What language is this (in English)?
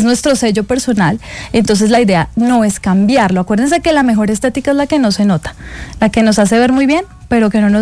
Spanish